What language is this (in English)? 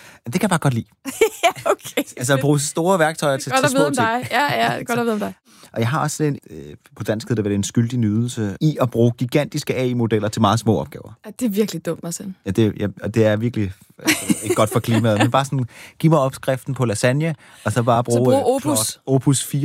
Danish